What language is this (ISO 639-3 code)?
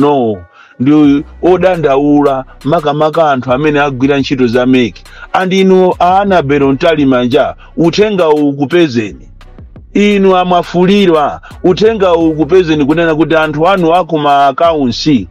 nya